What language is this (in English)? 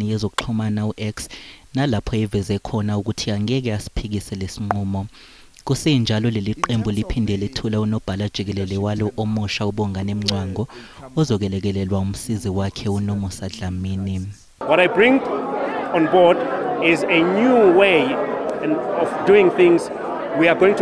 Zulu